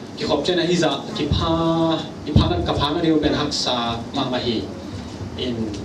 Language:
Tedim Chin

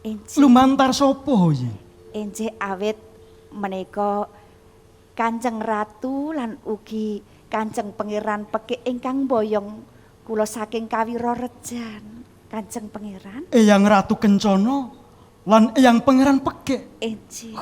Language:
Javanese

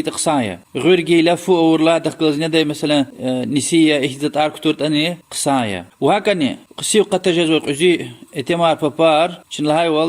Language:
Lezghian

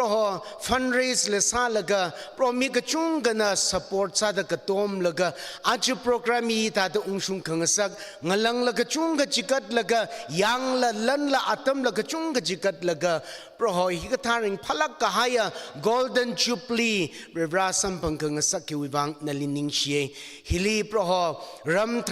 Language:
Tangkhul Naga (India)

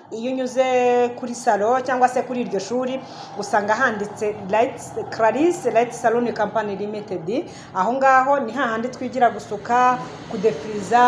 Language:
Kinyarwanda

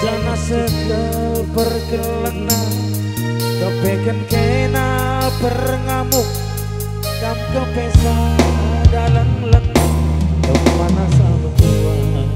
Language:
Batak Karo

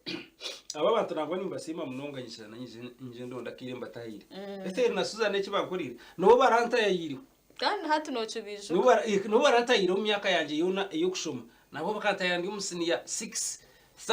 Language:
Nyankole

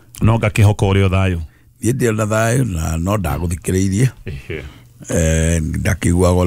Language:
Kikuyu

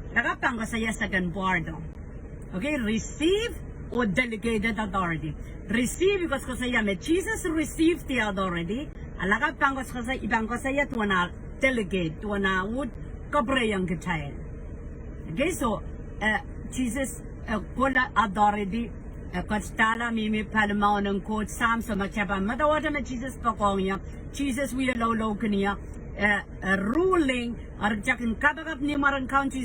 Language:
Pohnpeian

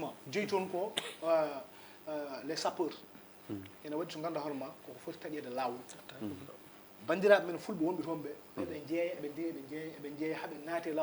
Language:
Fula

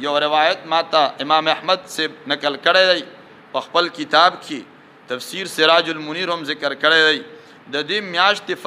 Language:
Pashto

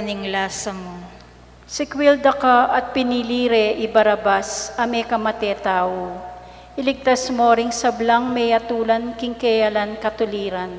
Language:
Pampanga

